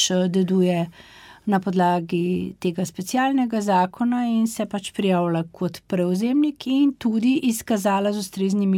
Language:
Slovenian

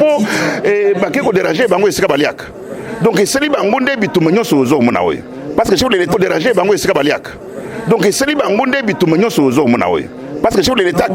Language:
Lingala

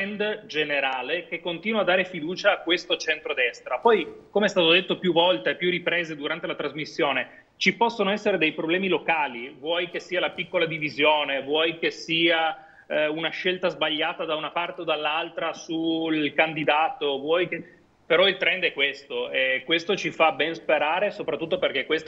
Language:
Italian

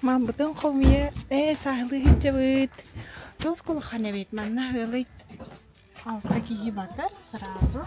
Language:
Yakut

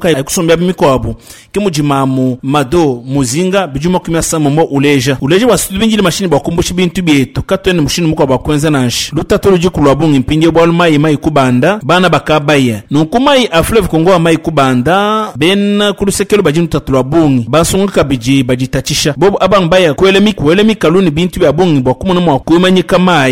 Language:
Luba-Lulua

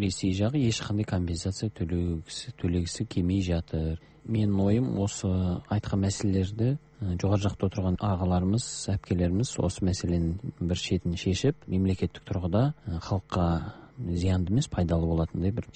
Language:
Kazakh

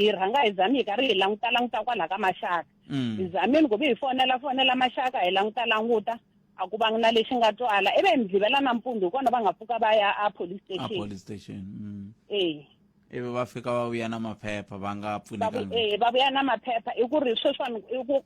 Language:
Tsonga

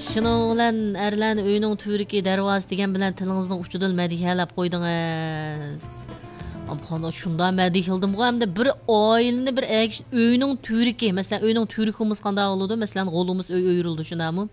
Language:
Uyghur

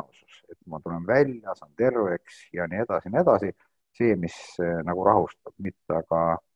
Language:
Estonian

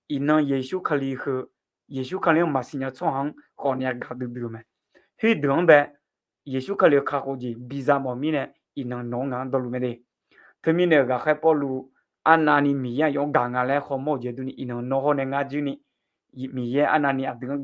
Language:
Akha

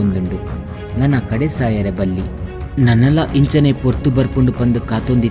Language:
Tulu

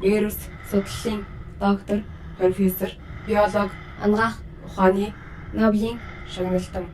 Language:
Mongolian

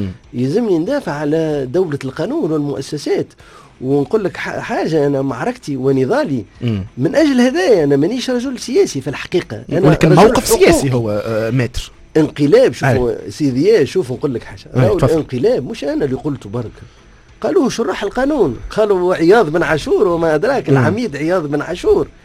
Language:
Tunisian Arabic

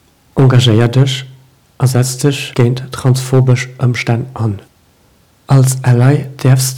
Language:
Luxembourgish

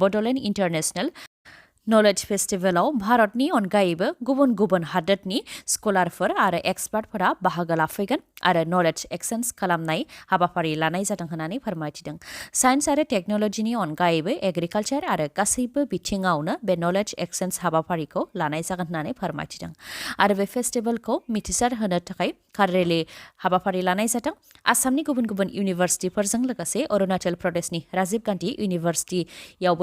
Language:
Bodo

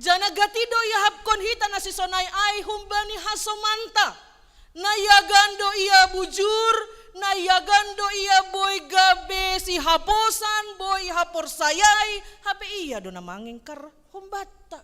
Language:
Batak Simalungun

